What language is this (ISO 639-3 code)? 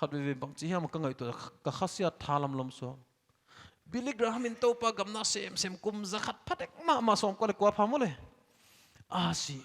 pck